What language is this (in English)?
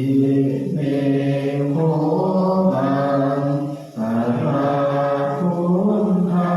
Pali